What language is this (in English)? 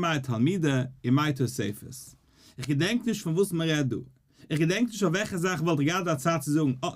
Yiddish